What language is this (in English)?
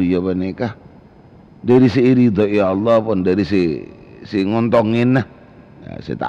Madurese